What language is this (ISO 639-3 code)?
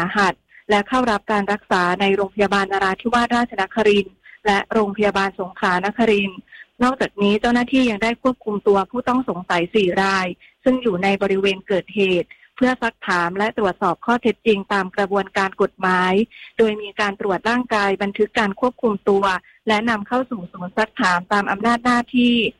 tha